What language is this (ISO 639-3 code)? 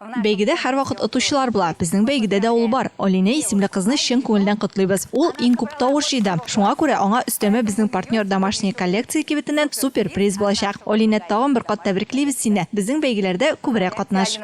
tat